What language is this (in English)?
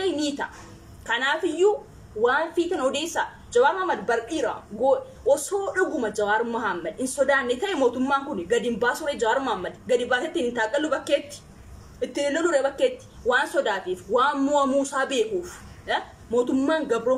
Oromo